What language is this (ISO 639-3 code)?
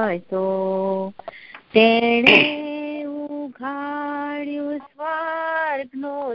guj